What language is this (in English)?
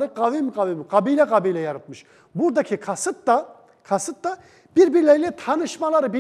Turkish